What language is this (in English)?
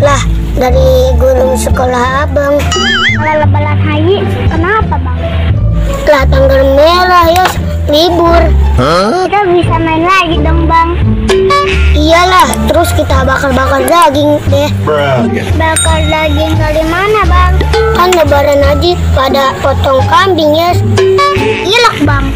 Betawi